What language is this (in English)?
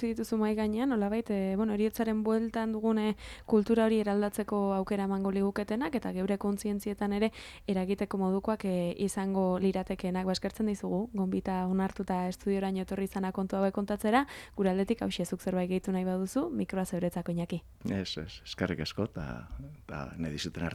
Basque